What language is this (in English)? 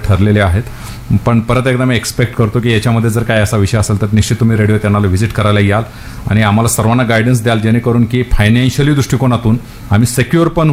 Marathi